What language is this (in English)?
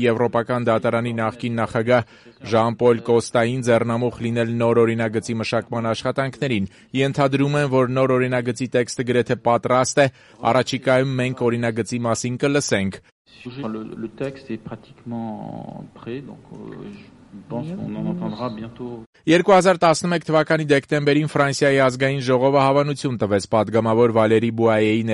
Armenian